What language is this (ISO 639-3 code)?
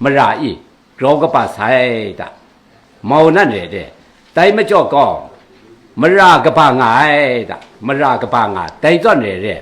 kac